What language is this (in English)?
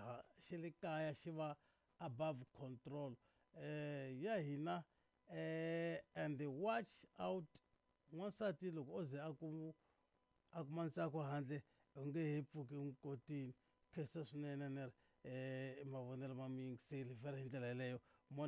Tsonga